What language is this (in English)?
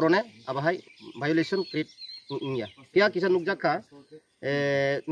Kok Borok